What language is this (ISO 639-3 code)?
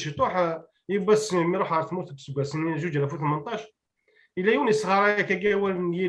kab